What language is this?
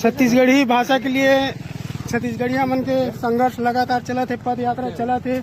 Chhattisgarhi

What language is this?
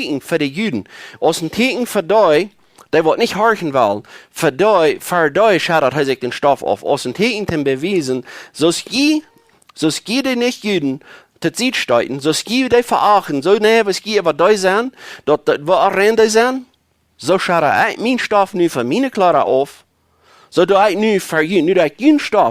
Plautdietsch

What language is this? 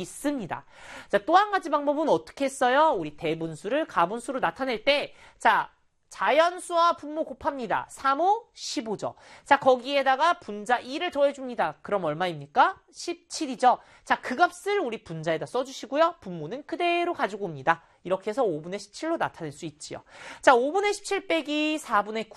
Korean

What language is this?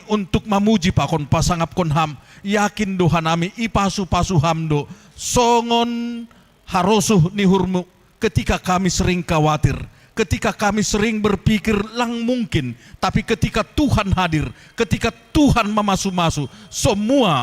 Batak Simalungun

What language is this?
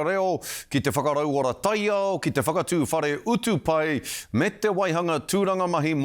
Māori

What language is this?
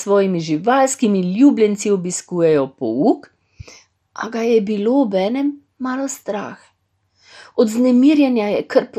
Slovenian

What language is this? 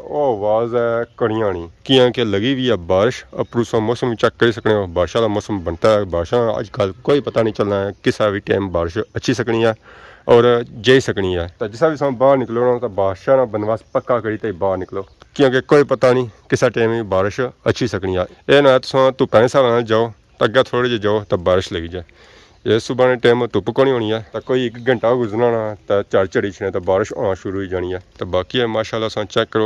Pahari-Potwari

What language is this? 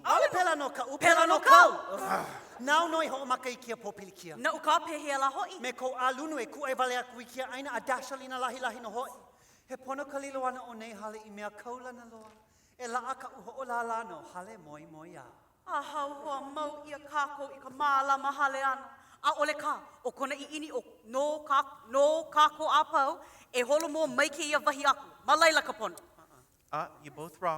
Hawaiian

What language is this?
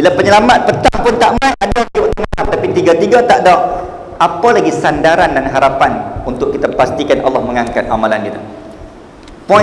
Malay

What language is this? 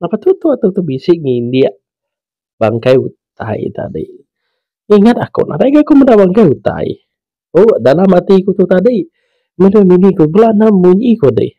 Iban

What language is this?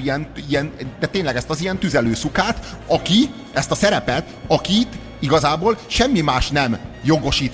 Hungarian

